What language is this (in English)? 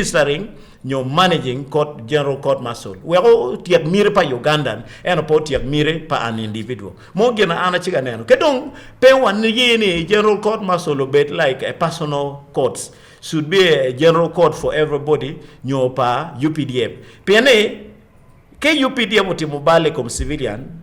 Acoli